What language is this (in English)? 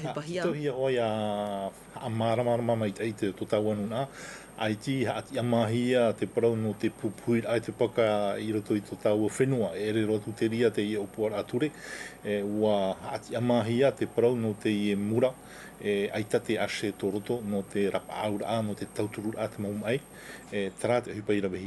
Tahitian